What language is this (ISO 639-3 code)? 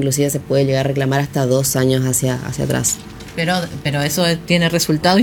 spa